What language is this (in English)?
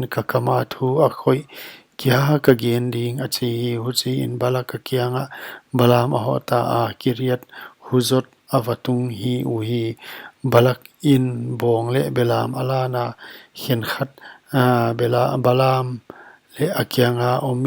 Paite Chin